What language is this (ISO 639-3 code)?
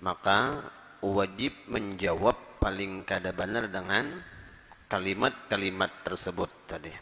bjn